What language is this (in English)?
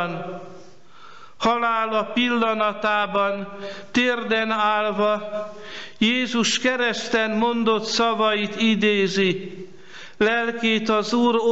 Hungarian